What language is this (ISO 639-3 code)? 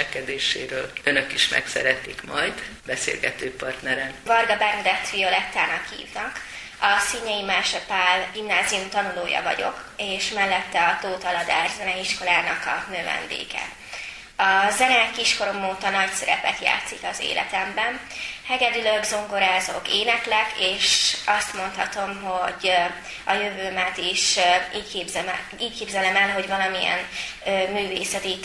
hun